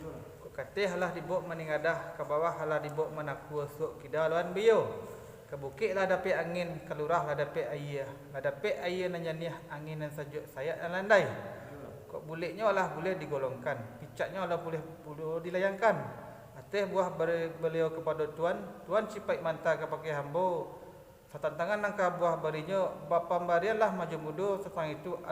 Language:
Minangkabau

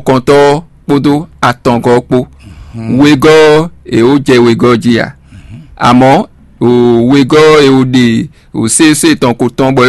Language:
Fon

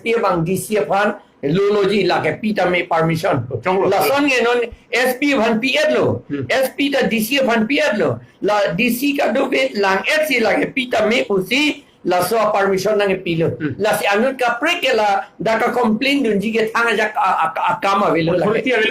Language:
Karbi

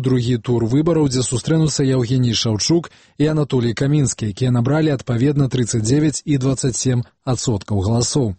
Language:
Belarusian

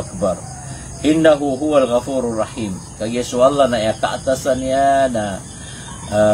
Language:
Maranao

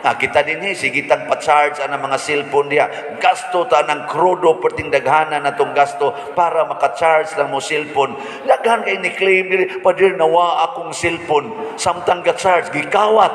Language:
Cebuano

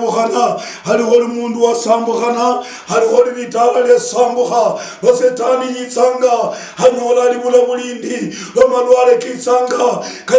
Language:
Luyia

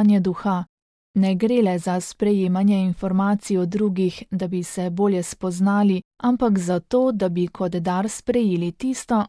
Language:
Slovenian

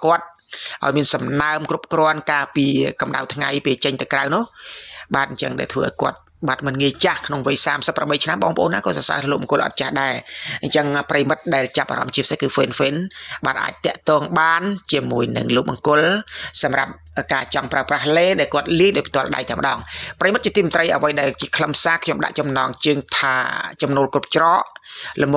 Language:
Khmer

